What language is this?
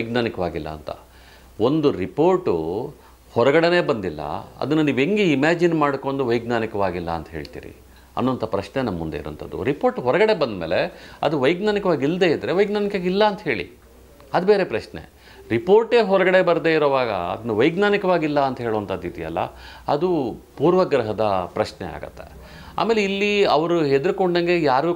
Kannada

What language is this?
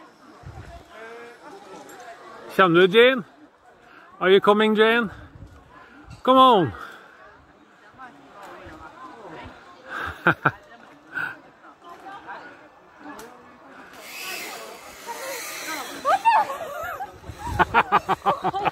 Norwegian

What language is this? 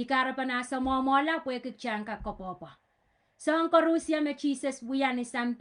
Pohnpeian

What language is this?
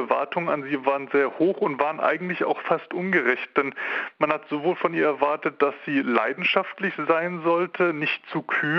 German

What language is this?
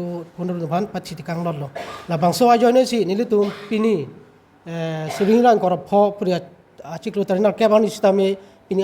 Karbi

